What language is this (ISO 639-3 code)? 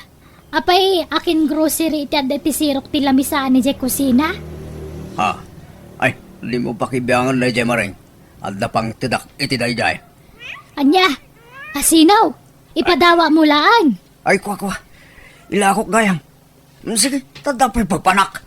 ilo